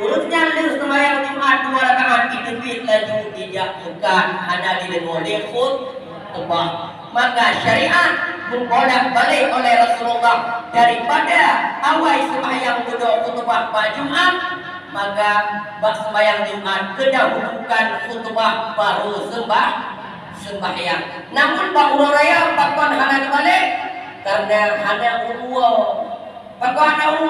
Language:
Achinese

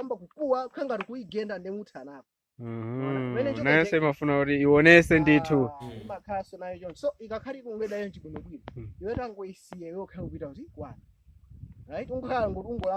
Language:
Nyanja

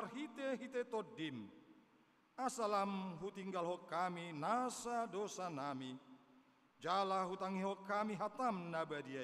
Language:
Batak Toba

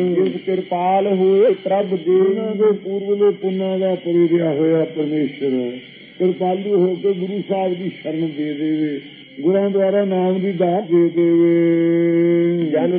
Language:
Punjabi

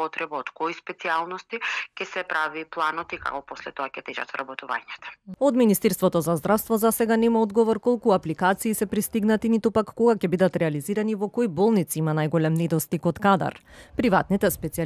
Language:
Macedonian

